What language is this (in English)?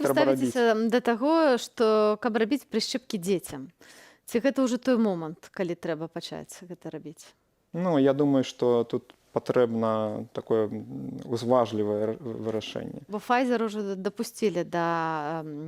Belarusian